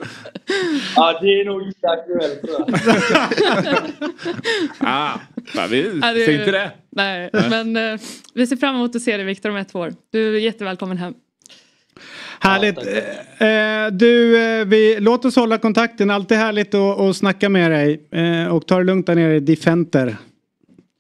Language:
Swedish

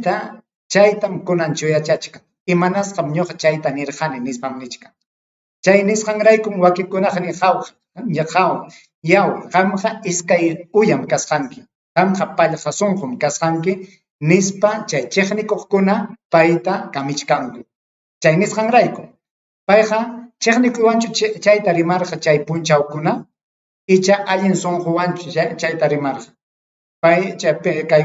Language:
Ayacucho Quechua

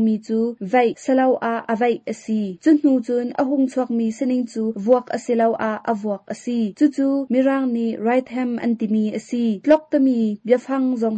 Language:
Hakha Chin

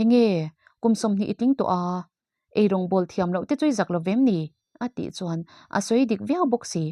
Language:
Mizo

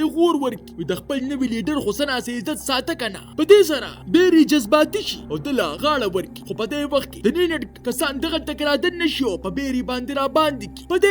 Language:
Pashto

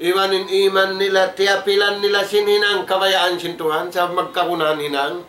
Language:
Tausug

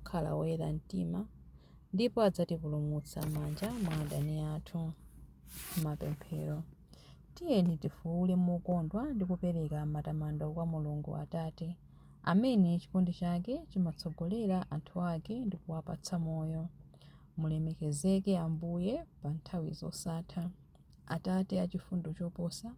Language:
Nyanja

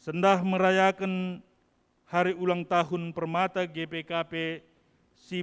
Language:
Batak Karo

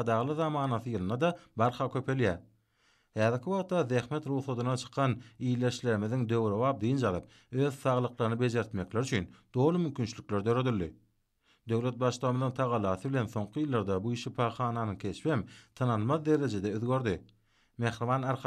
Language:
Turkmen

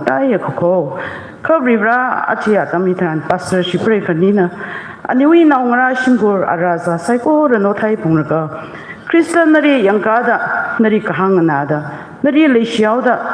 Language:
Tangkhul Naga (India)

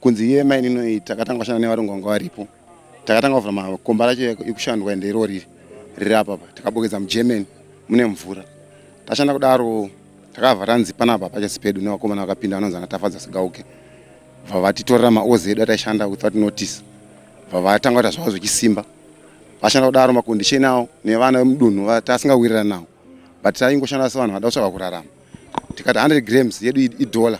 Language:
Shona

